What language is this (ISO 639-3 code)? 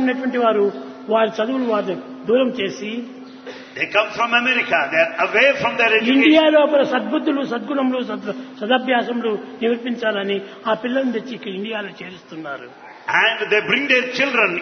tel